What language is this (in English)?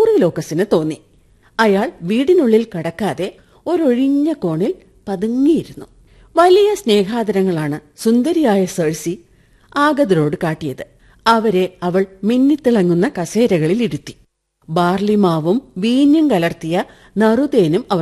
Malayalam